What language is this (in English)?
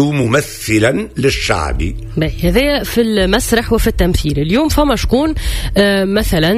Tunisian Arabic